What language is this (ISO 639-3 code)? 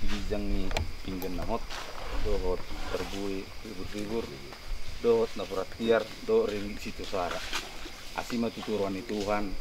bbc